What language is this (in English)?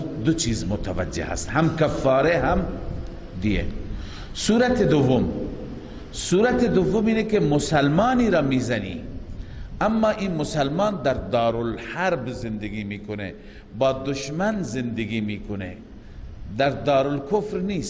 Persian